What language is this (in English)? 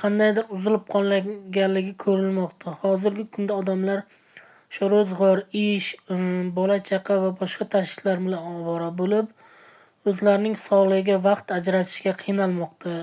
Uzbek